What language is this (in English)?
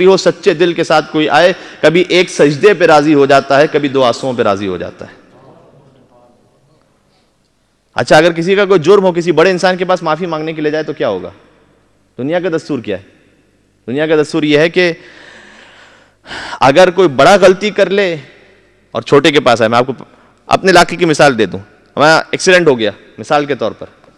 Urdu